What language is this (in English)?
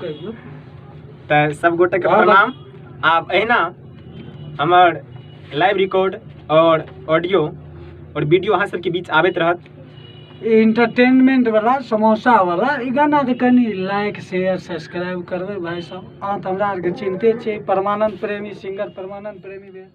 Maithili